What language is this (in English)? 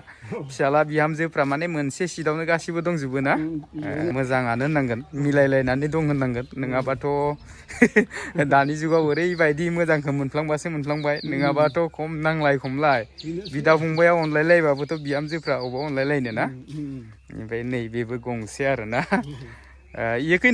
Bodo